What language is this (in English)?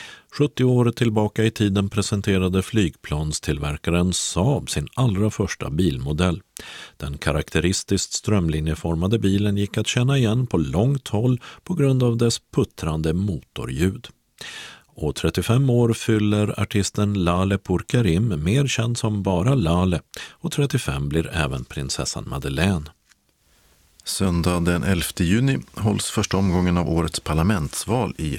Swedish